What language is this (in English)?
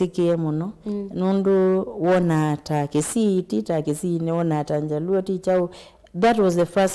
Kamba